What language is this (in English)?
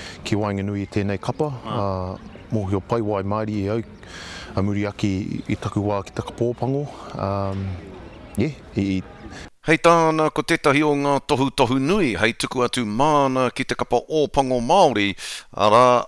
Māori